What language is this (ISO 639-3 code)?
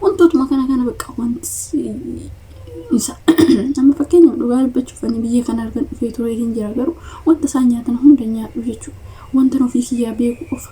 orm